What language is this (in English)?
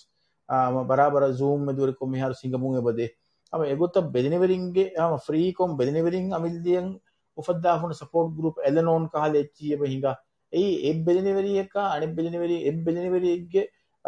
Divehi